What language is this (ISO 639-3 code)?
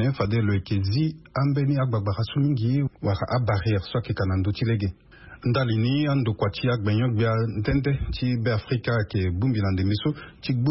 sag